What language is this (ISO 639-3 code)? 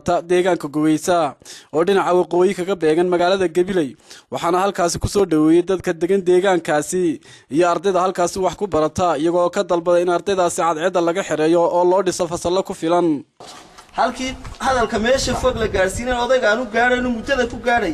som